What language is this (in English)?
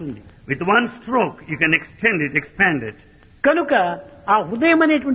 Telugu